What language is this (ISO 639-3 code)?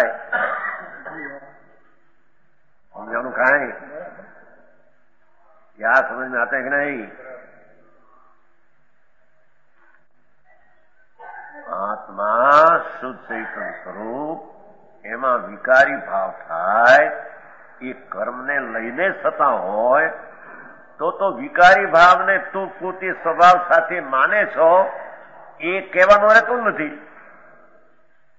guj